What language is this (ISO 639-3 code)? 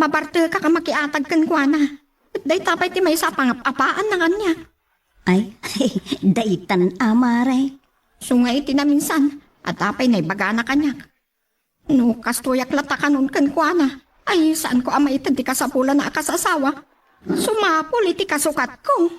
ilo